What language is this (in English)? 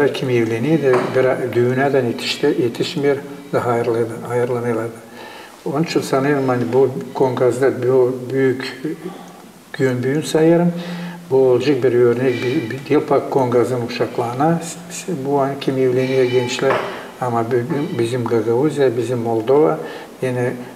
Gagauz